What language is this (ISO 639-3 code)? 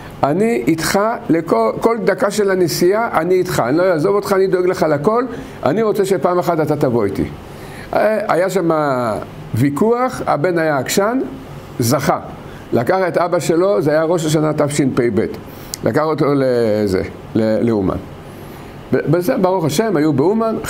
heb